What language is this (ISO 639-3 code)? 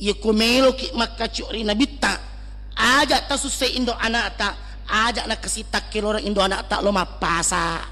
bug